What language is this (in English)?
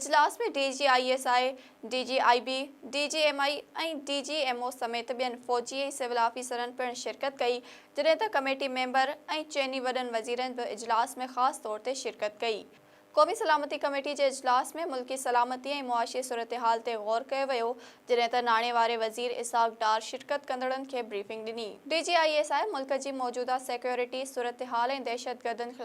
Sindhi